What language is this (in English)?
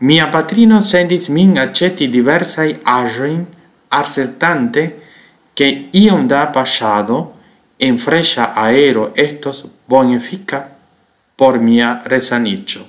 Esperanto